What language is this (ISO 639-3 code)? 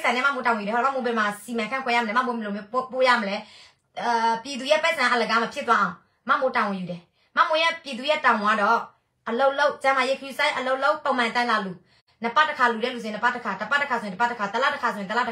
mya